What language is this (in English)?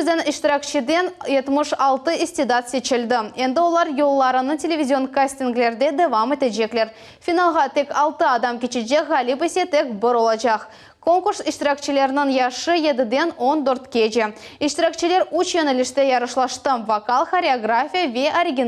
Crimean Tatar